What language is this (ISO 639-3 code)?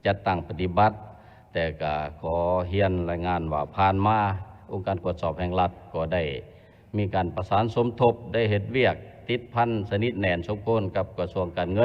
lao